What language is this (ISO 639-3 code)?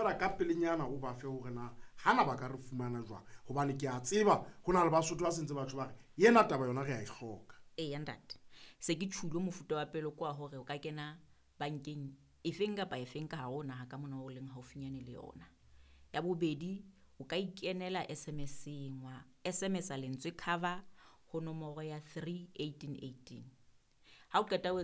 sot